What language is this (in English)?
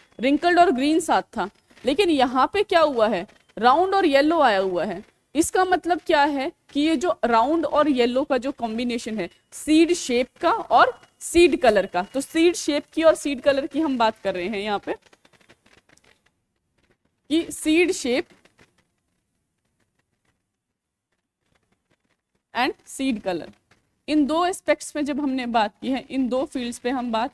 Hindi